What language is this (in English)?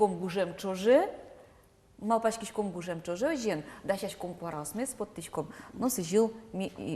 Udmurt